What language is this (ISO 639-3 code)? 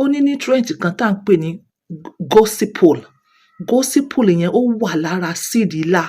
yor